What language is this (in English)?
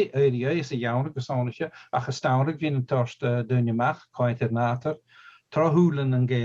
Scottish Gaelic